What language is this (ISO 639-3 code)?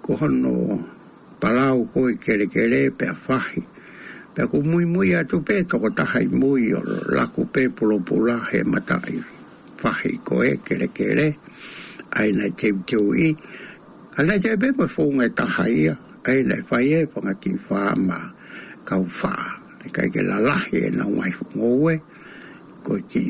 ton